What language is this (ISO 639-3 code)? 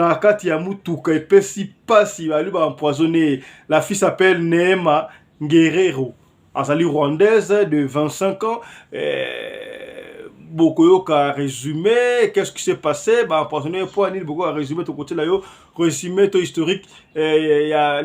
lin